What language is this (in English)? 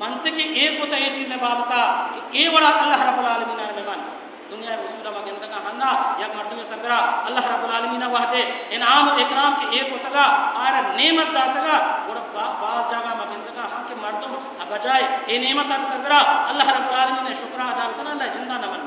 Baluchi